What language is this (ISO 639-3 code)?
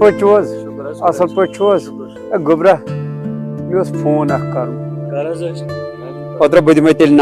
kas